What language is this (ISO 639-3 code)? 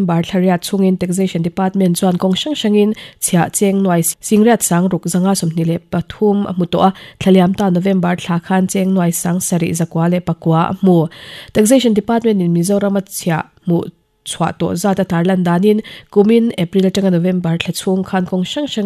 lus